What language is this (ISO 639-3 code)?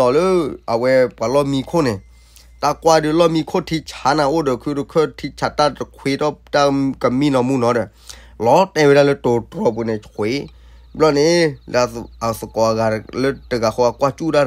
ksw